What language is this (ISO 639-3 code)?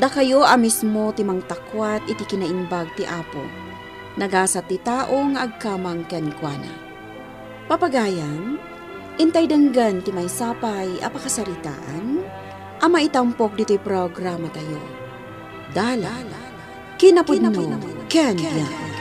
ilo